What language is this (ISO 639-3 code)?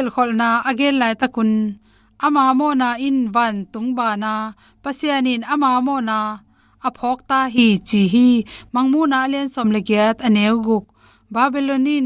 ctd